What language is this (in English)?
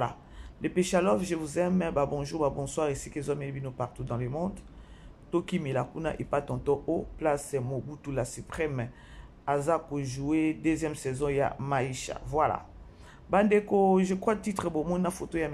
Lingala